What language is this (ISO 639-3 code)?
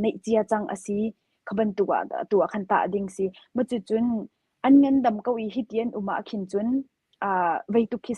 cnh